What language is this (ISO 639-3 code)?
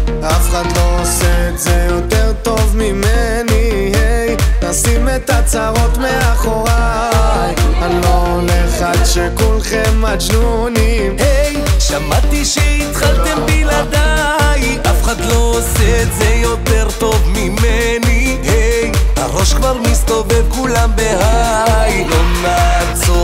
heb